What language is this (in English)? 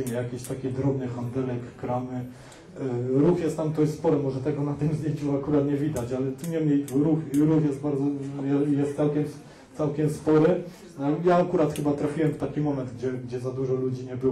Polish